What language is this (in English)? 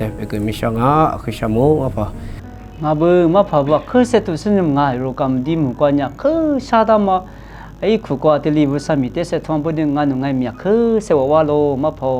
Lisu